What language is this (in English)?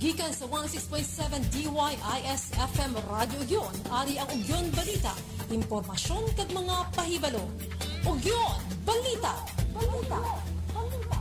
Hiligaynon